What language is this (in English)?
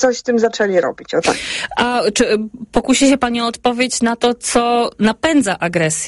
Polish